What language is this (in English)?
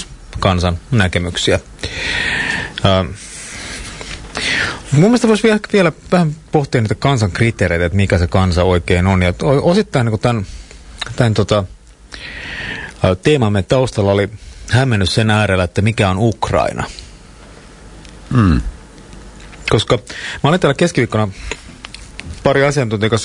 Finnish